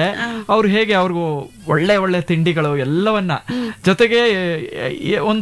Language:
Kannada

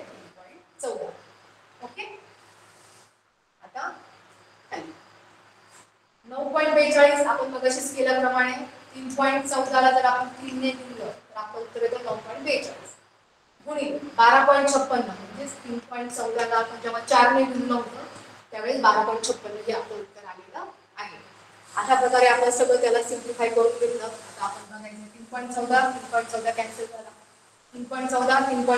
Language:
Marathi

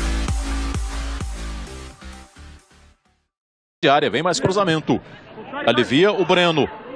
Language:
Portuguese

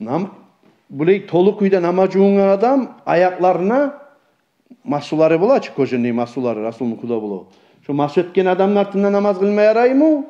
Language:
Kumyk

